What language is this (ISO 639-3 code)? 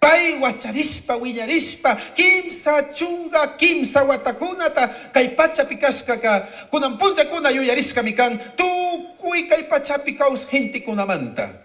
qug